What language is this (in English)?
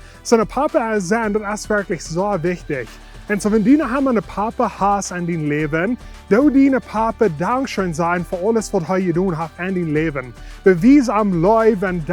Plautdietsch